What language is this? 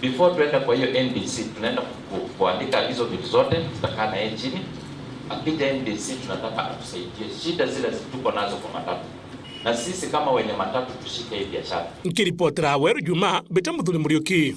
Meru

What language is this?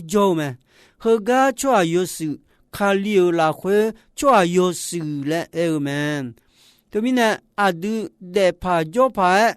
Akha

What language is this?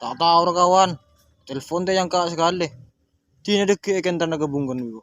Madurese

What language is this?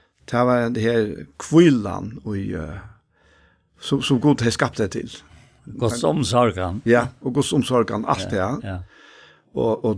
Faroese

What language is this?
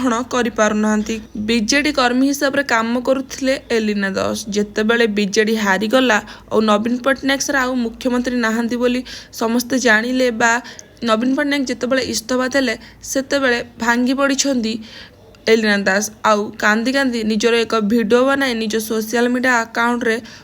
Odia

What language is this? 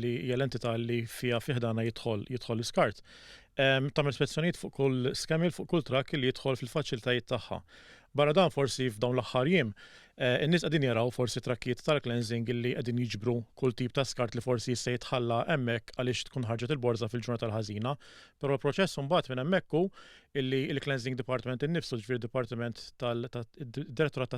Maltese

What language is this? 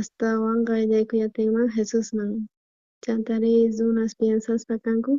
South Bolivian Quechua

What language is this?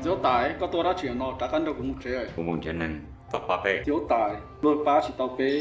Hmong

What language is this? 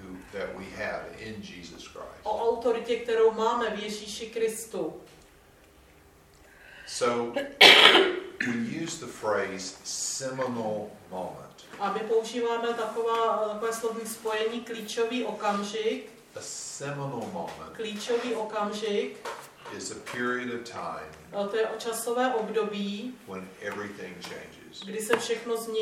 Czech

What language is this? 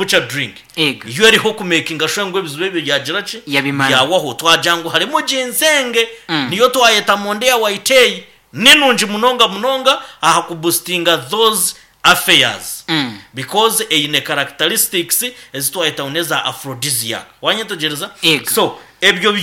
Nyankole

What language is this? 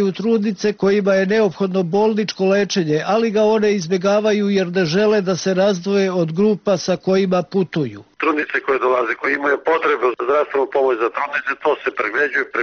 Serbian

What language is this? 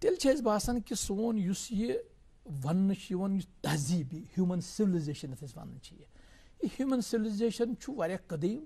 Kashmiri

